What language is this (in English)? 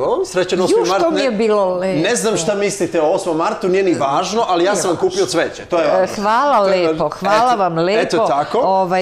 Serbian